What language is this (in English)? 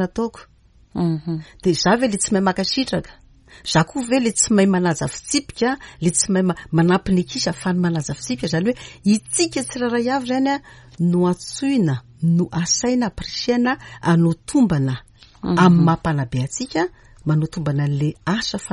Malagasy